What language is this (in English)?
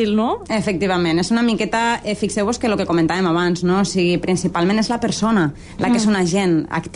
Catalan